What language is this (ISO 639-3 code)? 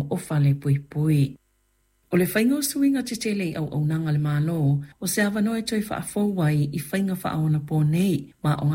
smo